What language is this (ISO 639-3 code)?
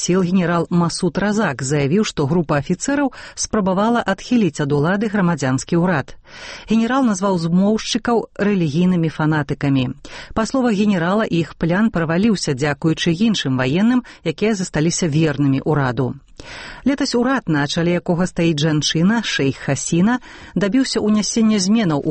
bel